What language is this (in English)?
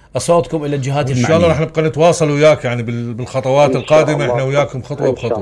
Mesopotamian Arabic